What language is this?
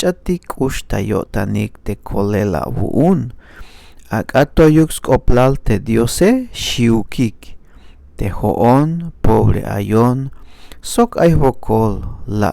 Tzeltal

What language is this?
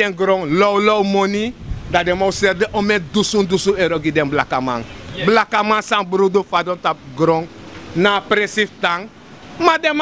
Sranan Tongo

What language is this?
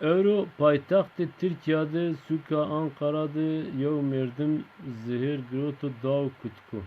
Zaza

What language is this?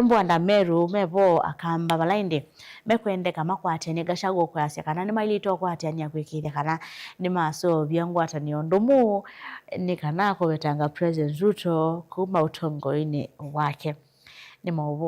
Kamba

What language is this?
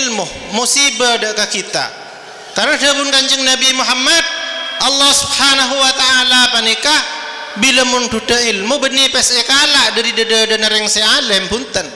Madurese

